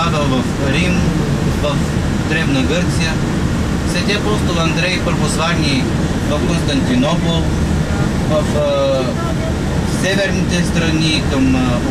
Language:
Bulgarian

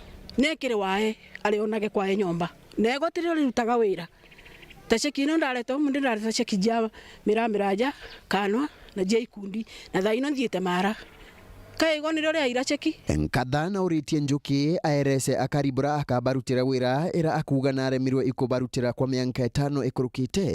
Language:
Meru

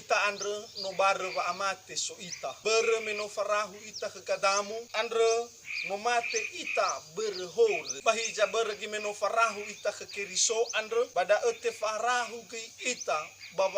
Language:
Nias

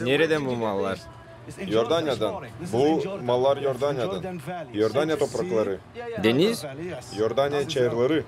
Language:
Gagauz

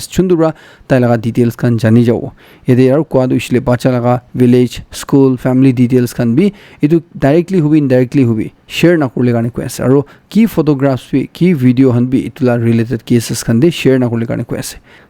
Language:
Naga Pidgin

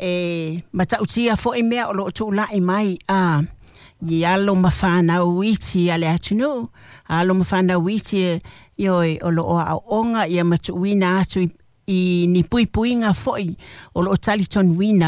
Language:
Samoan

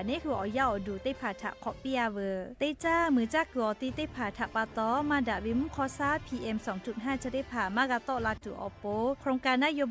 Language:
Lahu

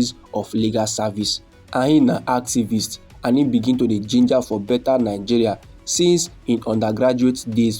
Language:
Nigerian Pidgin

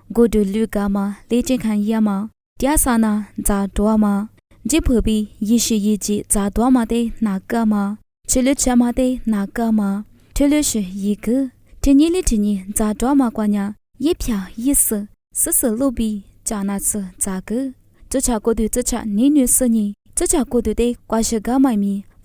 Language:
Lisu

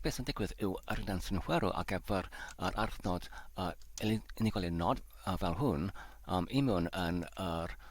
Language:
Welsh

